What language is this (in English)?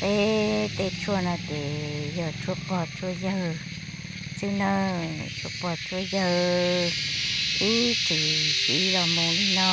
Hmong